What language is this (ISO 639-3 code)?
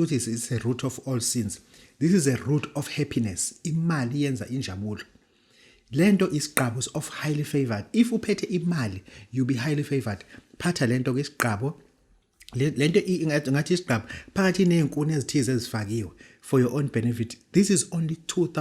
zul